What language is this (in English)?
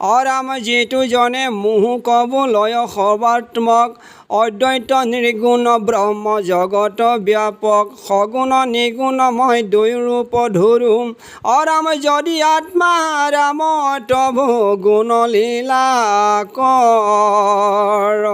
Assamese